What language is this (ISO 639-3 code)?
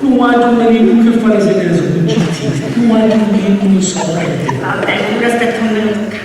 scn